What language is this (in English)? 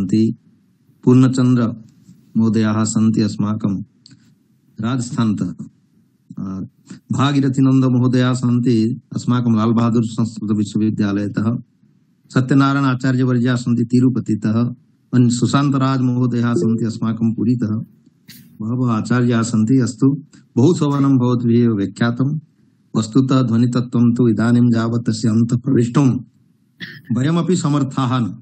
Sanskrit